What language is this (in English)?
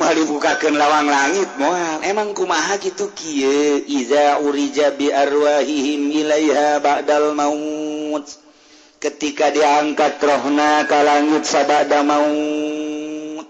Sundanese